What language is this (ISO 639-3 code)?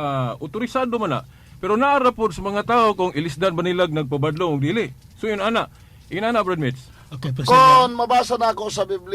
ceb